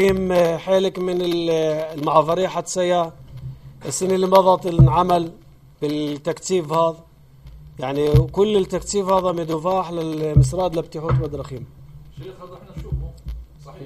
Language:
North Levantine Arabic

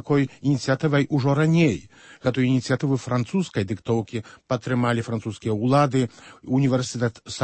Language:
Belarusian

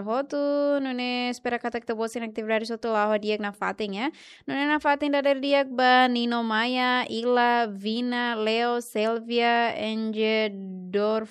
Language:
Tetum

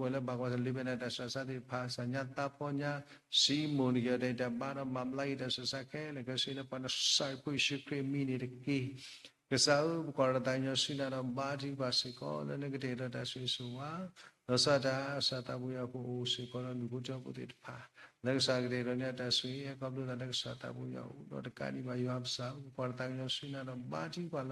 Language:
S'gaw Karen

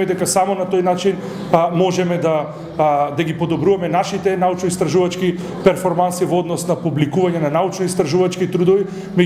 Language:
Macedonian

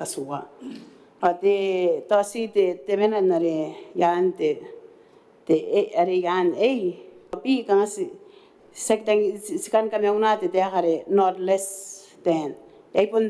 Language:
Gilbertese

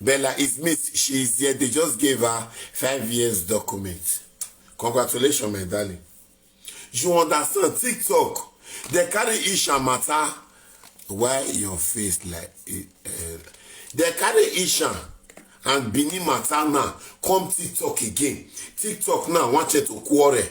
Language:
Nigerian Pidgin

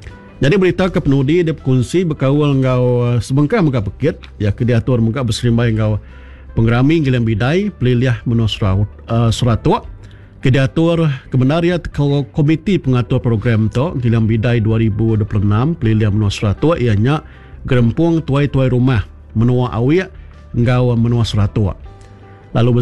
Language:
Iban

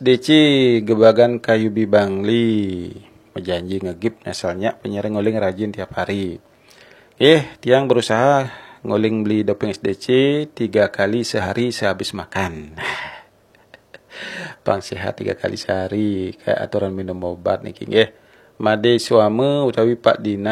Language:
Balinese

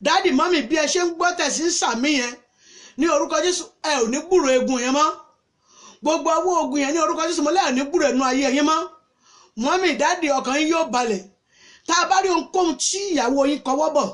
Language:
Yoruba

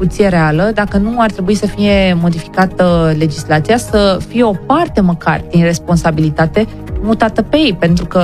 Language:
Romanian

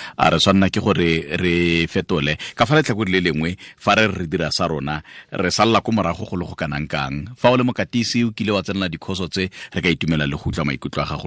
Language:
Tswana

